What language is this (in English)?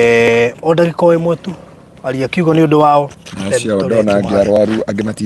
Kikuyu